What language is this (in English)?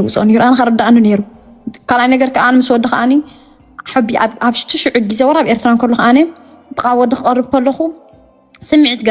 Tigrinya